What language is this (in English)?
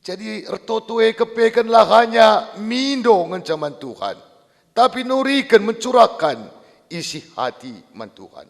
Batak Karo